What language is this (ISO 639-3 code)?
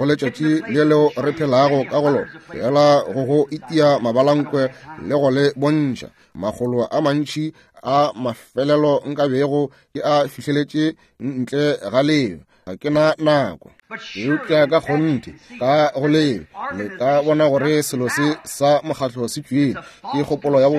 nso